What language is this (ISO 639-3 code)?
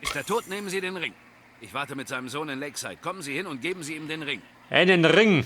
bar